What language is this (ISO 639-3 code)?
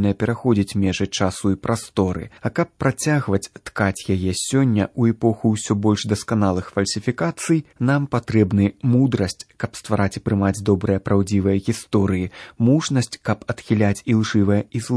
bel